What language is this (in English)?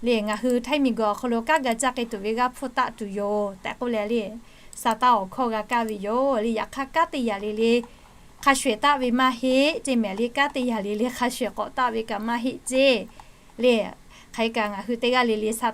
Lahu